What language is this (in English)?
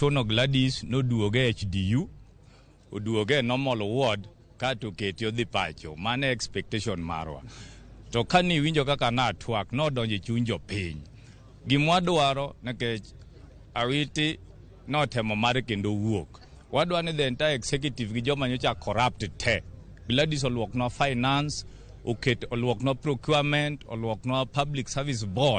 Luo (Kenya and Tanzania)